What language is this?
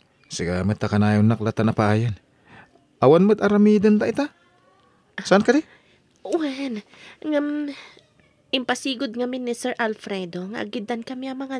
Iloko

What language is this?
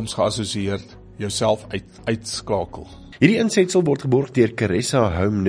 Afrikaans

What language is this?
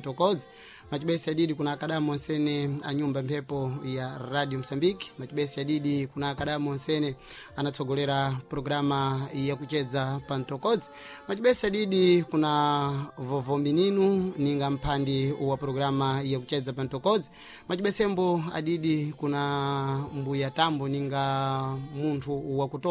Sena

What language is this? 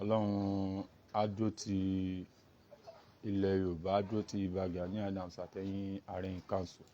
Yoruba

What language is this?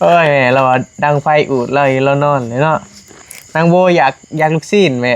Northeastern Thai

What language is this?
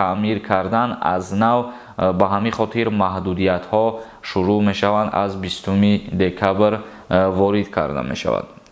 Tajik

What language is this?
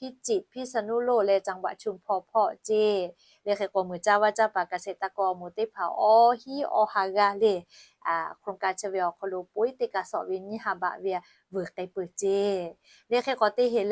Lahu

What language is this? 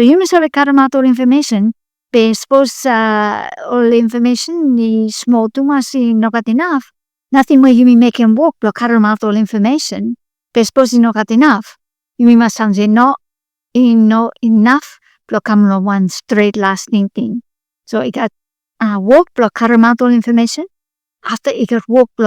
Bislama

